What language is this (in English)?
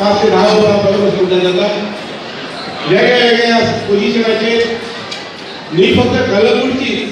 Konkani